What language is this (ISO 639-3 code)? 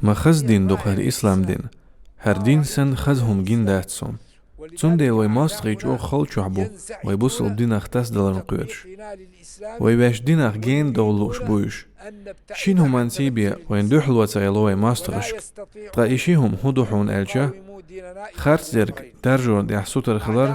che